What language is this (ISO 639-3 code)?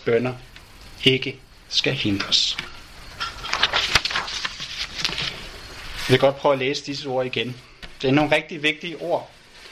dan